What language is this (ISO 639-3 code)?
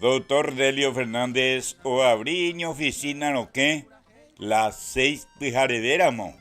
grn